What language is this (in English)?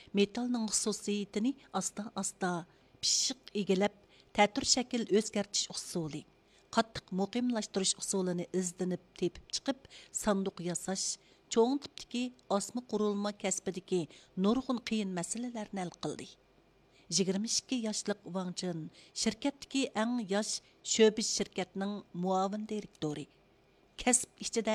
Uyghur